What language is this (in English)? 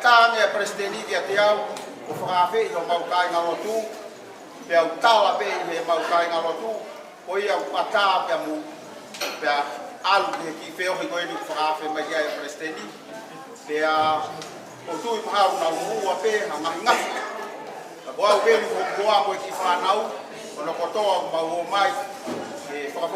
Tongan